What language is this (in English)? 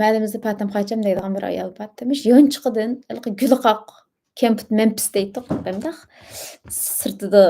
Uyghur